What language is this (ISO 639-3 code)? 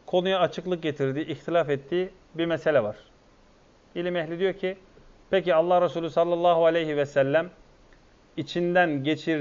tur